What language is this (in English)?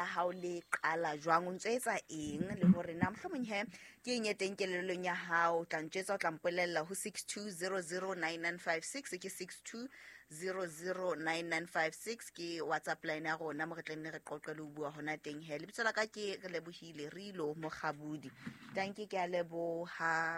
Southern Sotho